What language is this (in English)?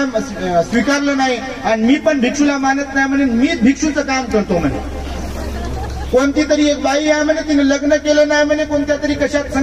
Marathi